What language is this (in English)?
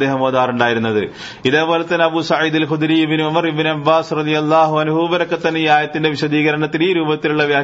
Malayalam